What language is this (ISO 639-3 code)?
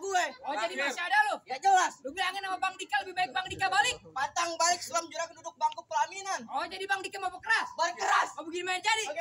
bew